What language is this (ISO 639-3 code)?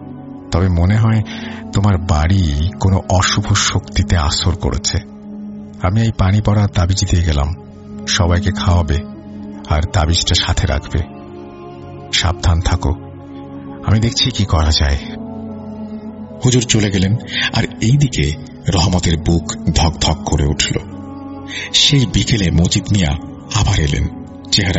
ben